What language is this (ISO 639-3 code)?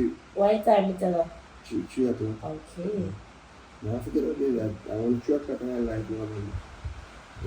jam